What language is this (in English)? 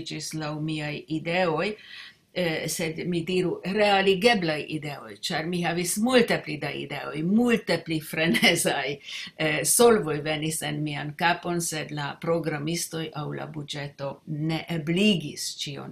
Esperanto